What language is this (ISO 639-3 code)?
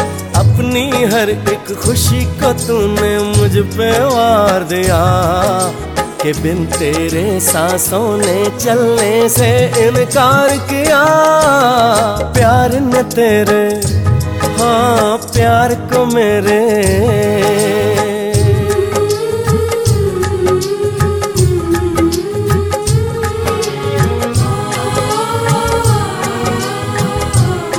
hin